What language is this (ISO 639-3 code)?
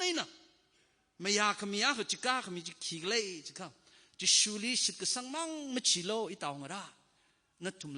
nmf